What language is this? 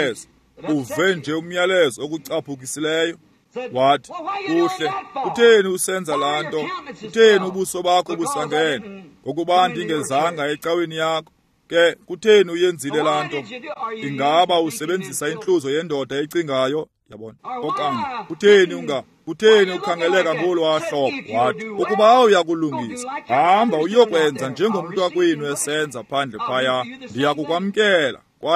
Xhosa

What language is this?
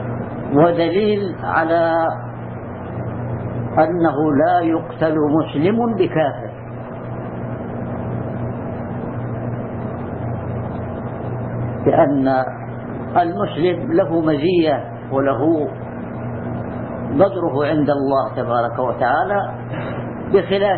Arabic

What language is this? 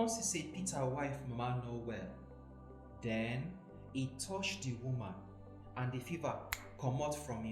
Nigerian Pidgin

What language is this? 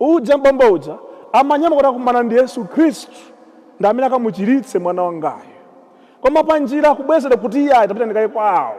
Nyanja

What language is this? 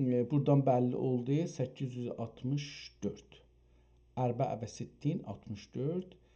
South Azerbaijani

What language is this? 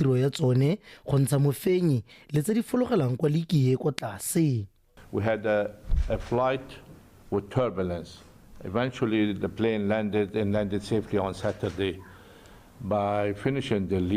Tswana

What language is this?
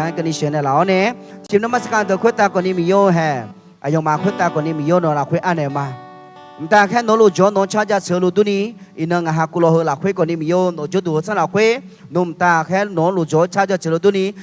Akha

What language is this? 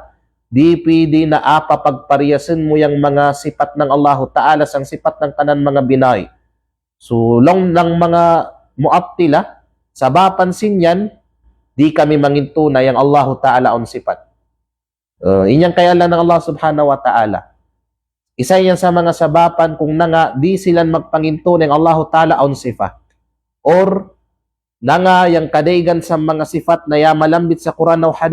Kalagan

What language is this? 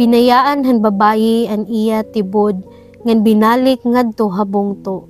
Waray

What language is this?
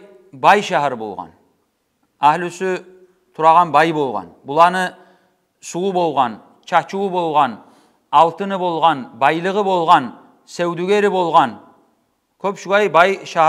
Kumyk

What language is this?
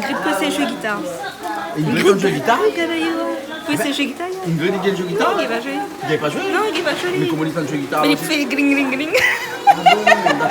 Réunion Creole French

